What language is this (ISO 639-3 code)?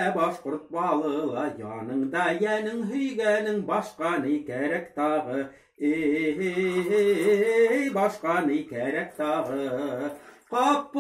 bak